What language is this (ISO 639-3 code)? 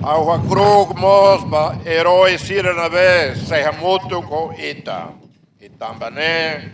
tet